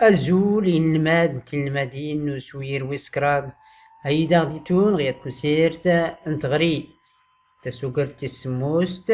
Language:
Tachelhit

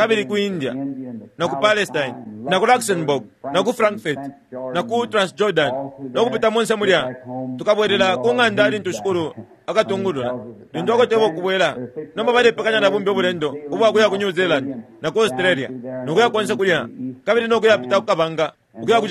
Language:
Bemba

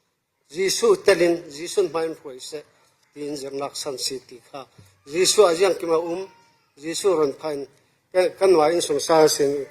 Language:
Falam Chin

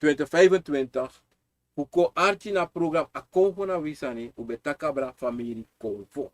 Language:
Sranan Tongo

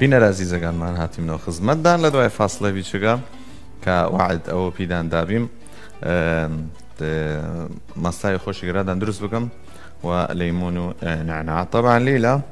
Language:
Southern Kurdish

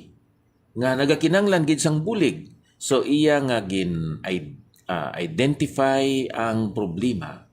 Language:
Hiligaynon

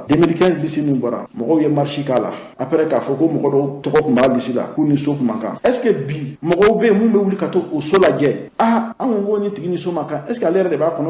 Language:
Bambara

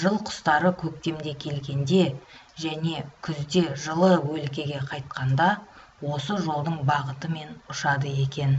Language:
Kazakh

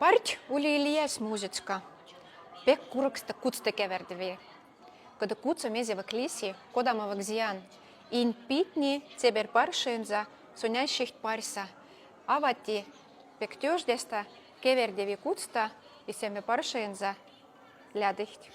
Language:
Moksha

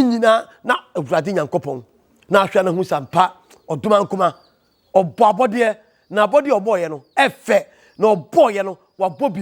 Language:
Akan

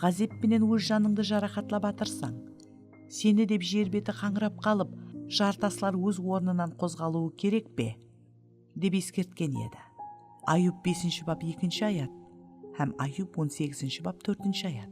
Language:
Kara-Kalpak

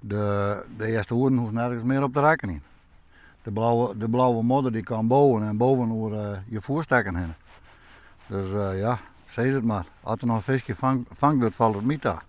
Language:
Western Frisian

